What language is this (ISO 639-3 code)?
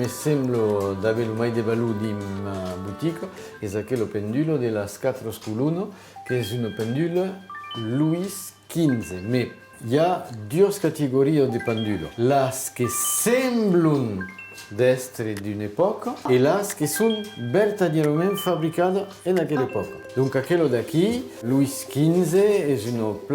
oci